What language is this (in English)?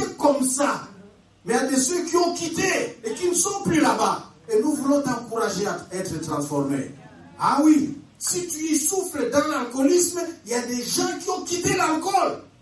French